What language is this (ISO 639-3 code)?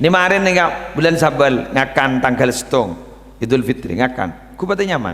mad